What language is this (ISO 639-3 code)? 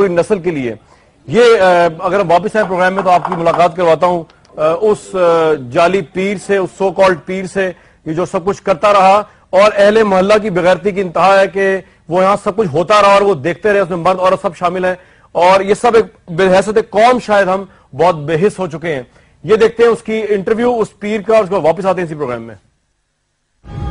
urd